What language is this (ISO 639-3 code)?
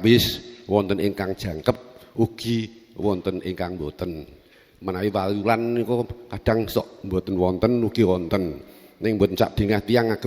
jav